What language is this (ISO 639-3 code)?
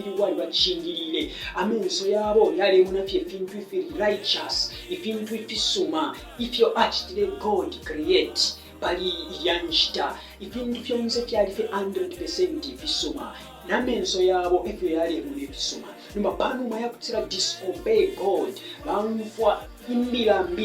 bem